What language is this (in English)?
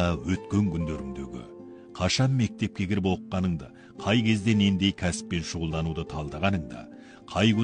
Kazakh